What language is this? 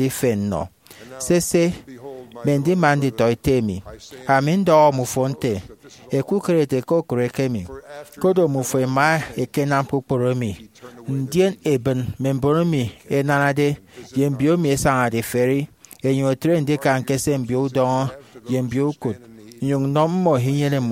Efik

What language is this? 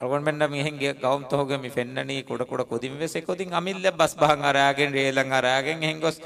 Divehi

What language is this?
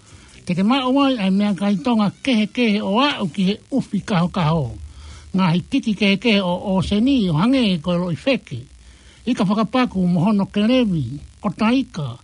Tongan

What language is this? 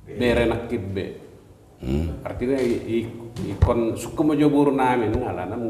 Batak Toba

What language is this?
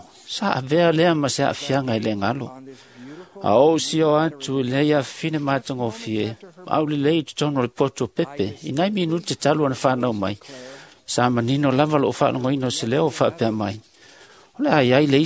Samoan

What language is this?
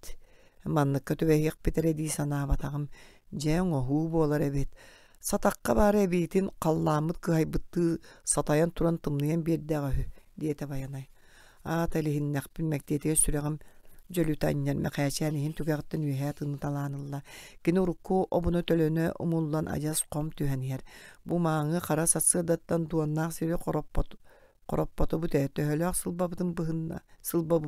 Yakut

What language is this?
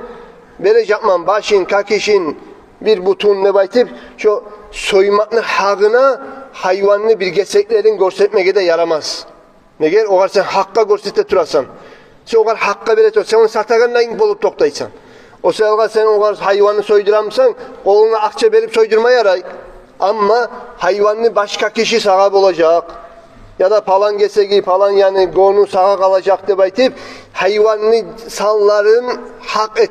Kumyk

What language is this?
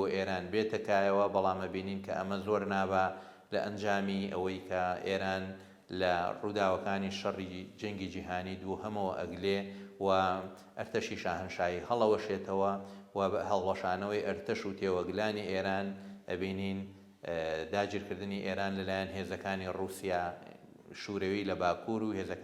Central Kurdish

